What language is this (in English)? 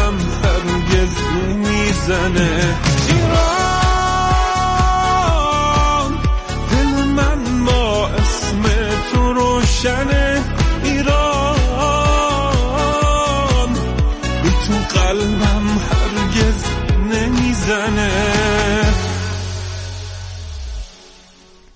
Persian